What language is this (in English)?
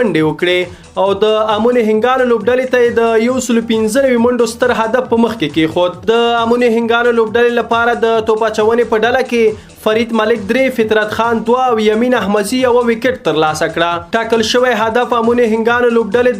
Pashto